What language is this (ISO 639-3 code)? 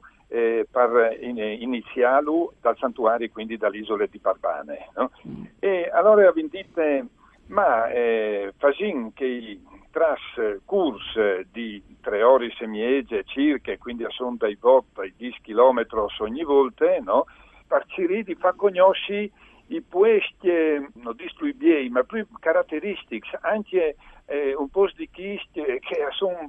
fur